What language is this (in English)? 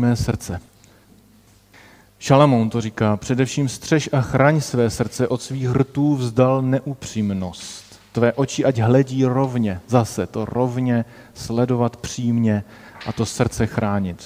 Czech